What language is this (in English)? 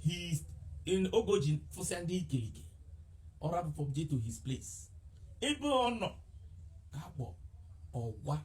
Igbo